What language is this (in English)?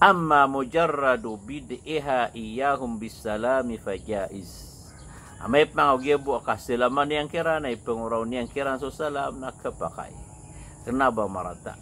Maranao